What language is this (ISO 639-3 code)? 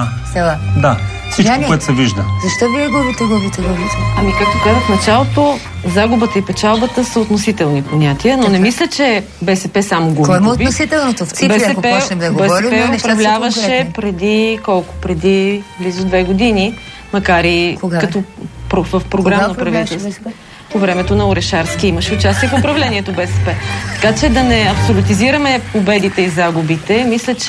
bul